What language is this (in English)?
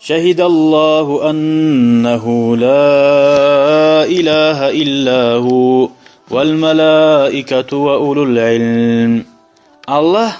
Kumyk